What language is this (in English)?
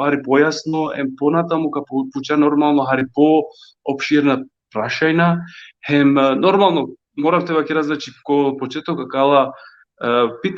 Balkan Romani